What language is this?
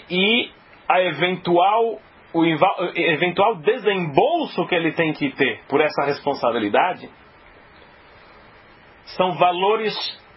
Portuguese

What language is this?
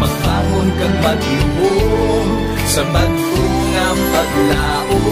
Hiligaynon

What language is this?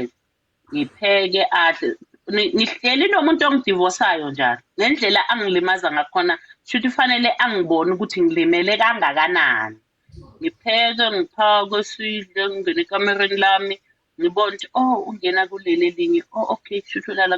Zulu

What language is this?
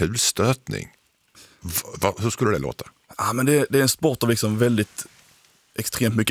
Swedish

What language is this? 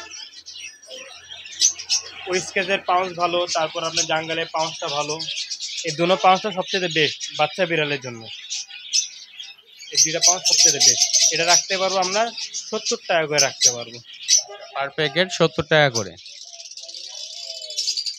Bangla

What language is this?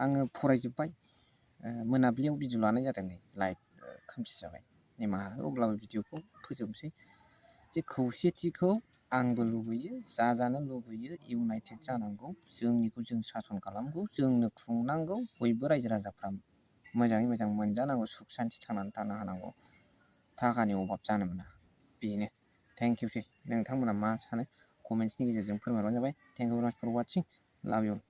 Bodo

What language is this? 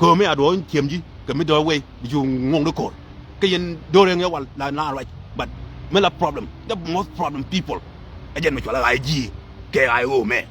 Nuer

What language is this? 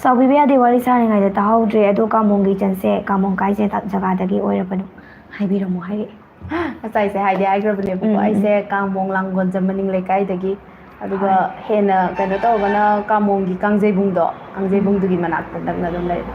Manipuri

